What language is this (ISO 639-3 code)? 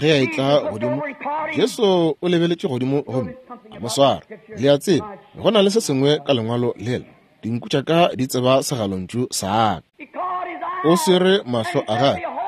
nso